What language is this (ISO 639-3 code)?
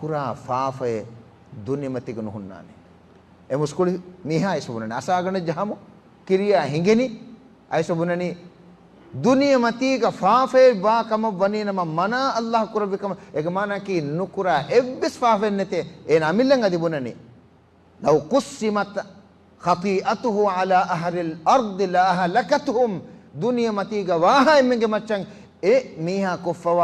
div